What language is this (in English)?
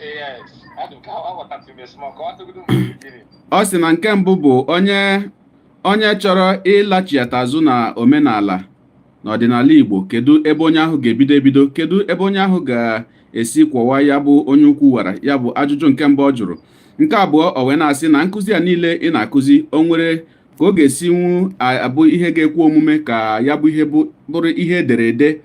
Igbo